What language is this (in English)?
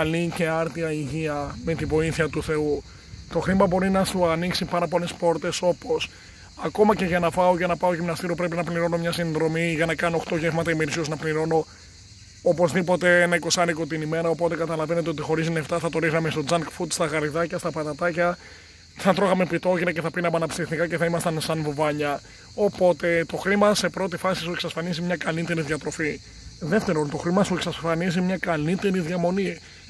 Greek